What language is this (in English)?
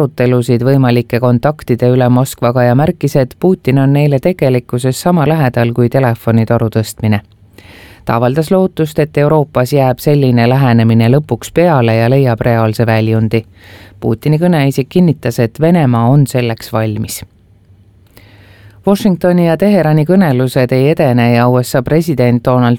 Estonian